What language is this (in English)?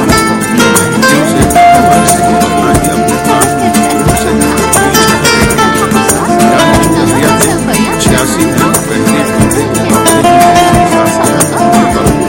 Urdu